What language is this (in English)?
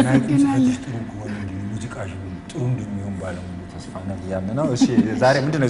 Amharic